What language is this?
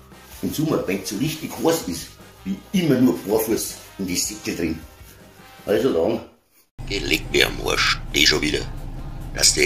Bavarian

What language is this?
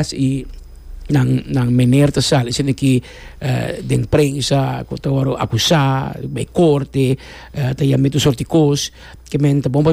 Papiamento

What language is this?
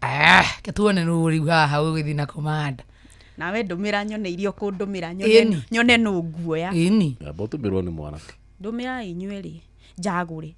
Kikuyu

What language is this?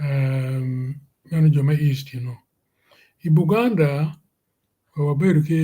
Acoli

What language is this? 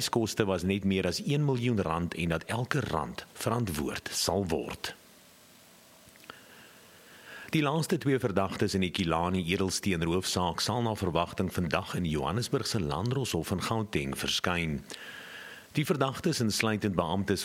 Afrikaans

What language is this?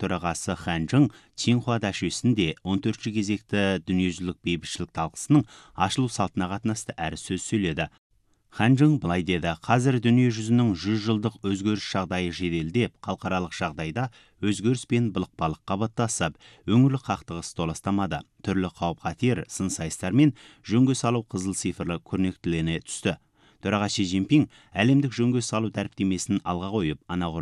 Kazakh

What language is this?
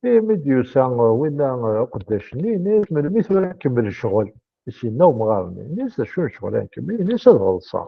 Kabyle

